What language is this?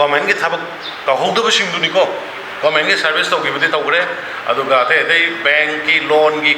Manipuri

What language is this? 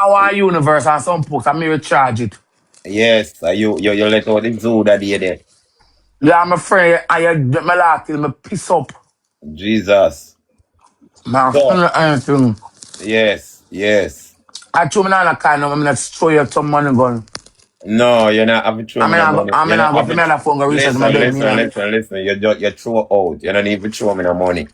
Jamaican Creole English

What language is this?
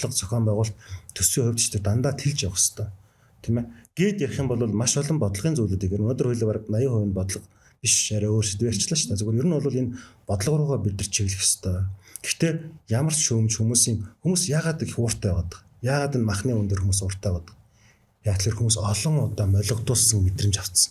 Mongolian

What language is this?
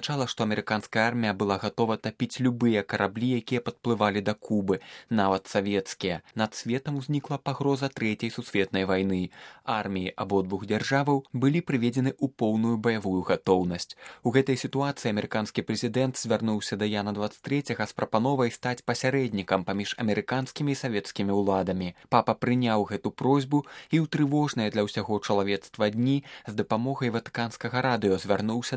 Belarusian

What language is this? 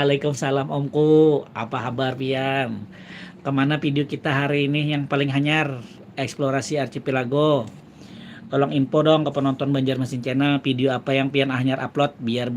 Banjar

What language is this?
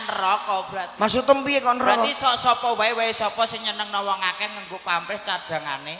Javanese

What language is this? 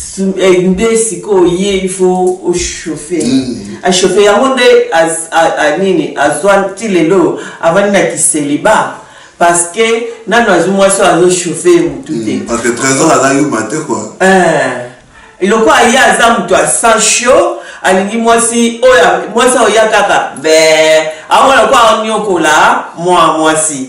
Lingala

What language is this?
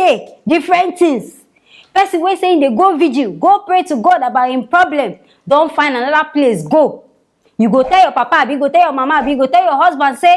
Nigerian Pidgin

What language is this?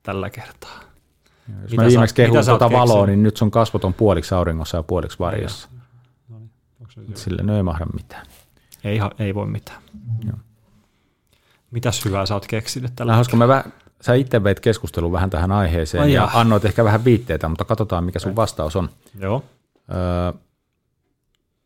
Finnish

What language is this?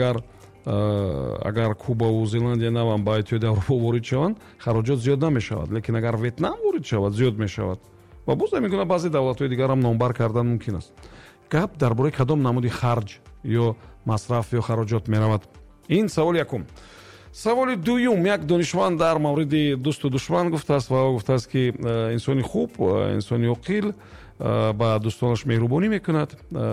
Tajik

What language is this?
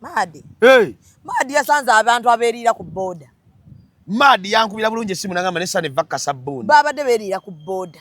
Ganda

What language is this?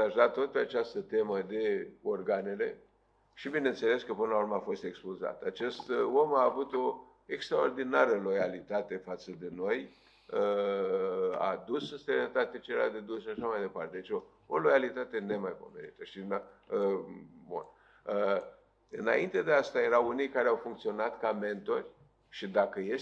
Romanian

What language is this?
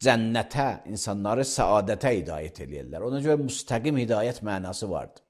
Azerbaijani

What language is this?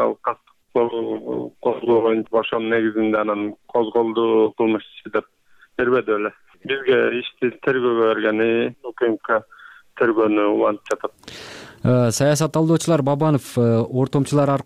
Kyrgyz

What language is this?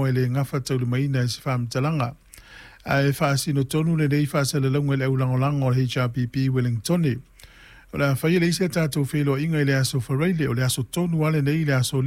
Samoan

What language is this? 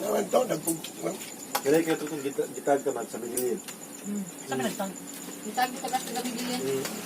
Cebuano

